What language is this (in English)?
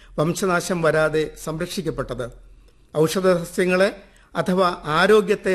Malayalam